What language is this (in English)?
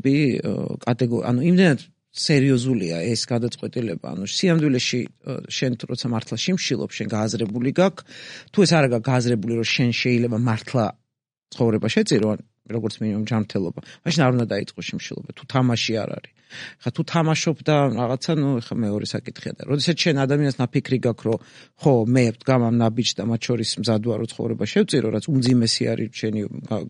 Georgian